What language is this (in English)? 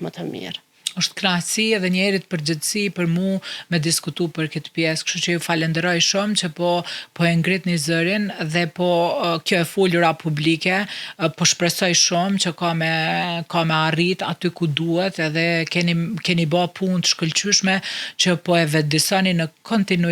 Albanian